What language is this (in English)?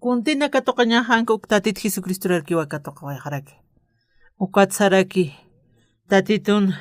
Aymara